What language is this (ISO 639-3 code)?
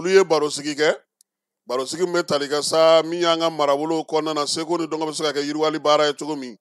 bam